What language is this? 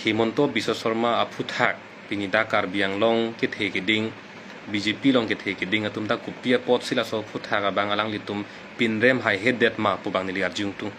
Karbi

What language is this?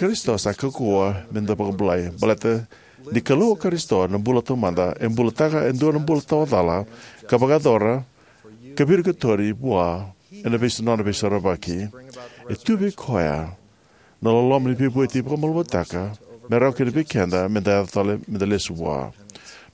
Fijian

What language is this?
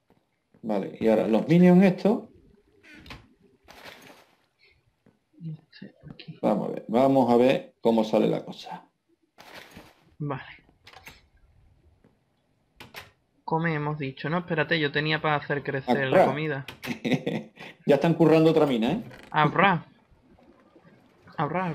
Spanish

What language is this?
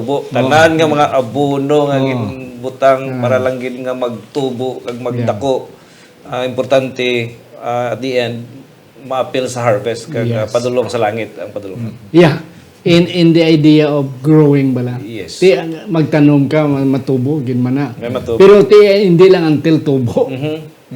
Hiligaynon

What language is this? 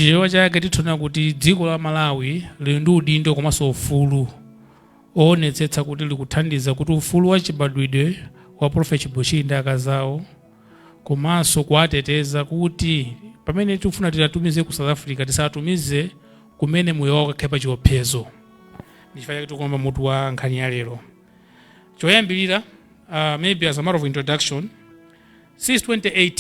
Nyanja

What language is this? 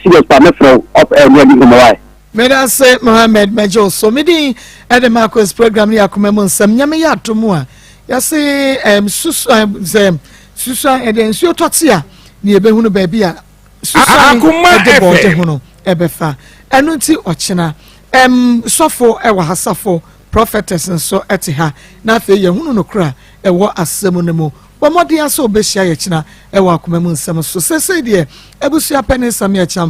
Akan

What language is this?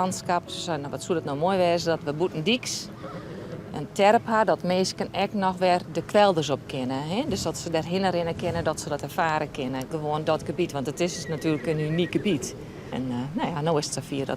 Western Frisian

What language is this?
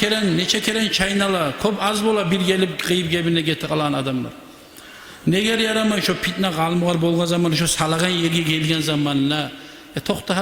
Kumyk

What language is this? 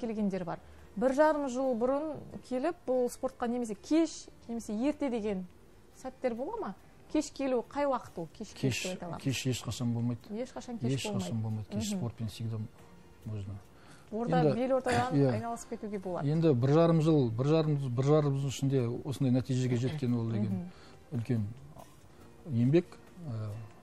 Kazakh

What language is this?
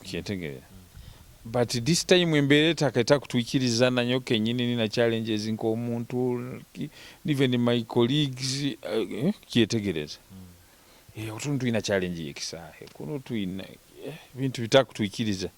Nyoro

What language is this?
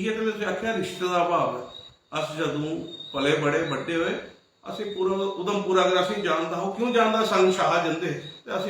Dogri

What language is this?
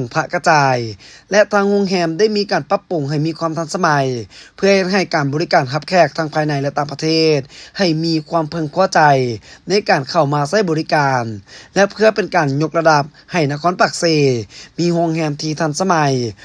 Lao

